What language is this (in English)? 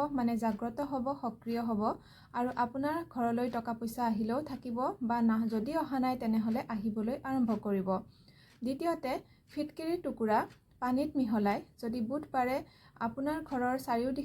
Assamese